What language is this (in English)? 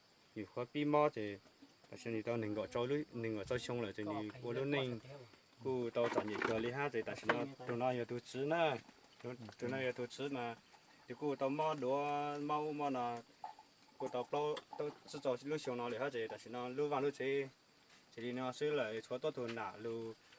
Hmong